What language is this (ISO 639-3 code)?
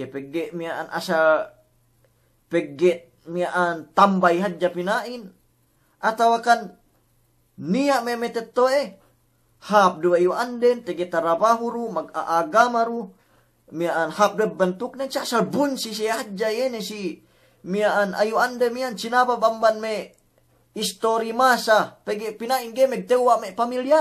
yka